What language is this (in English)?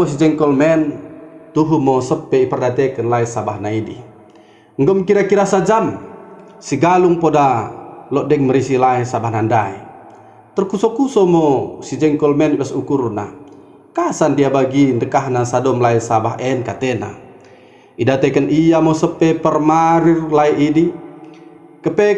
Batak Dairi